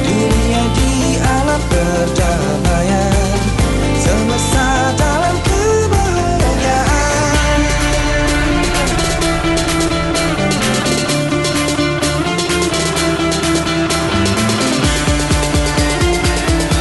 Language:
Indonesian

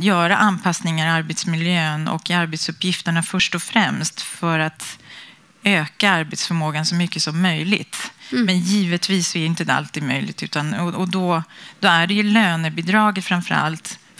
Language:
Swedish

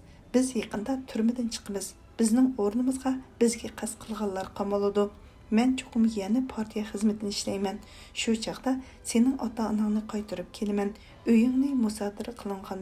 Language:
Uyghur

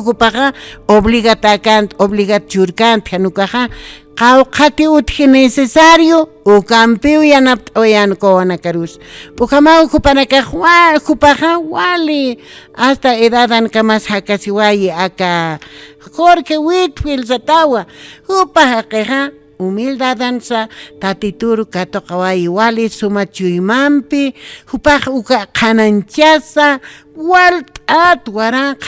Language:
Aymara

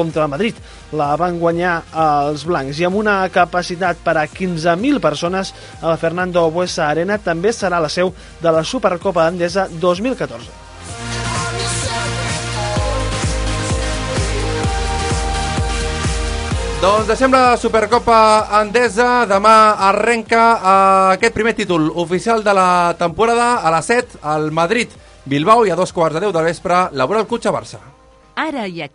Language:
Catalan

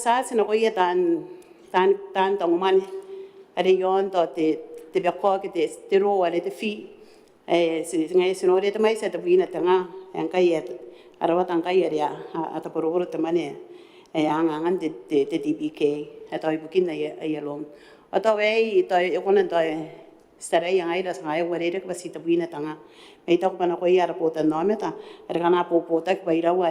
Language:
Gilbertese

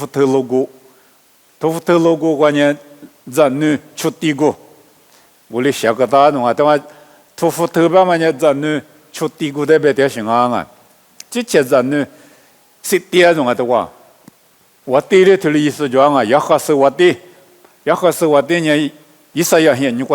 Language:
Lisu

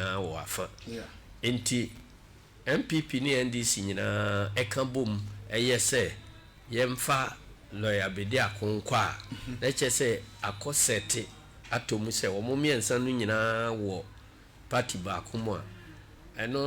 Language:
Akan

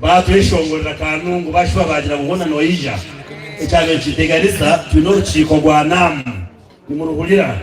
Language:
Nyankole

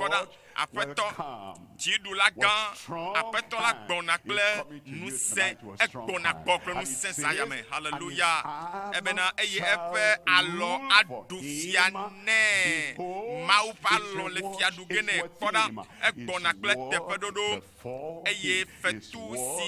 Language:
Ewe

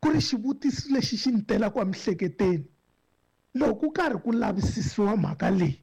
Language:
Tsonga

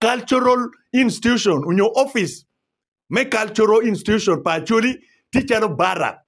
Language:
Acoli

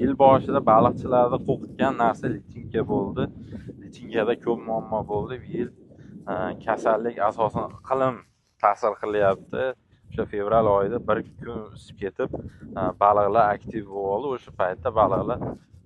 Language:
Uzbek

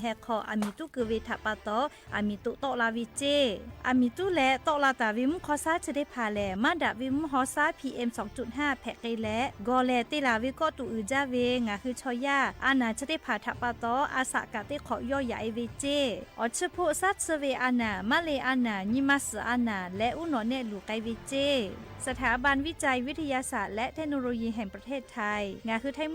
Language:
Lahu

